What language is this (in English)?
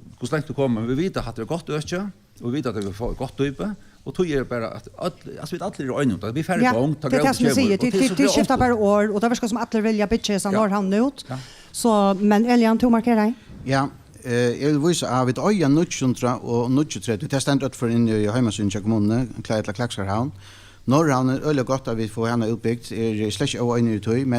Faroese